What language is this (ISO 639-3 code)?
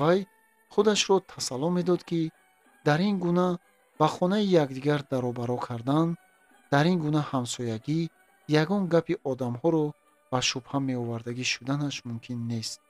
tgk